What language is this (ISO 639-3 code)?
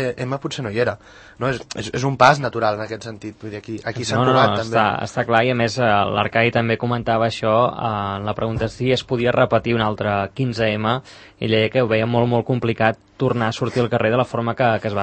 cat